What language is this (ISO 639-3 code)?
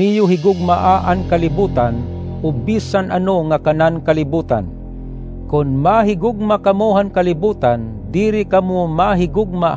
war